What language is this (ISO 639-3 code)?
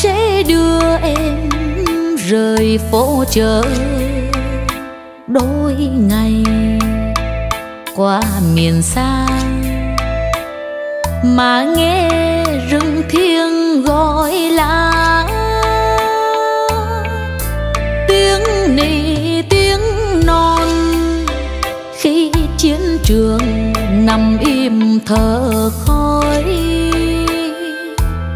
vie